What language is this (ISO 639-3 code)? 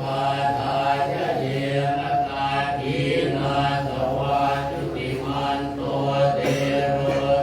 pli